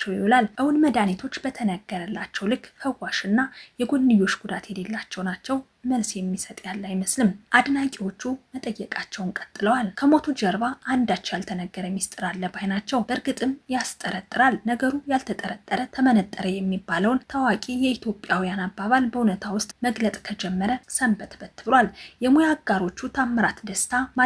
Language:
Amharic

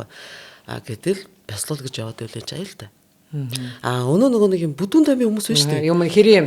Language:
Mongolian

